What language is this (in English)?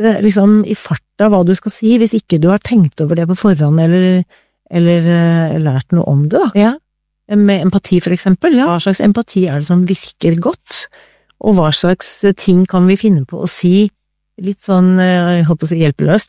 Norwegian